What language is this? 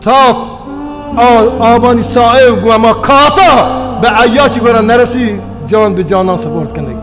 Baluchi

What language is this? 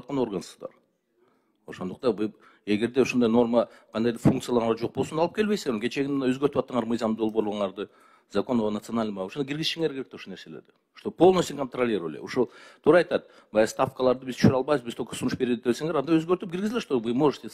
Kyrgyz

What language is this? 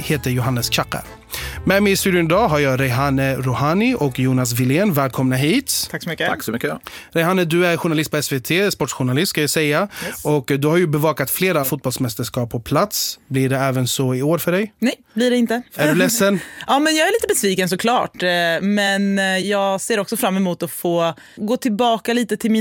Swedish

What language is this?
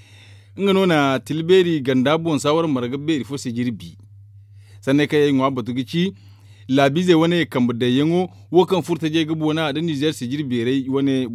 Zarma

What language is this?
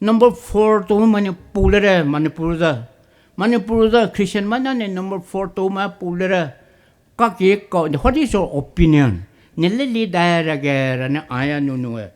Poumei Naga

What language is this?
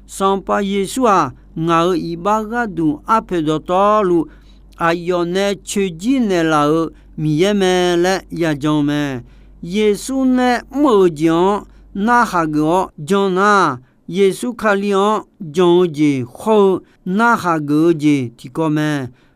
Akha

